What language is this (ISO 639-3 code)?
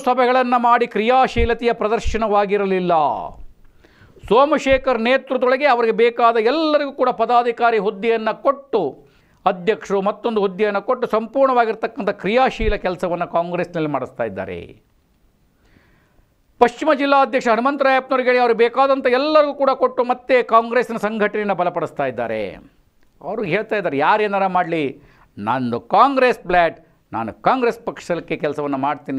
kan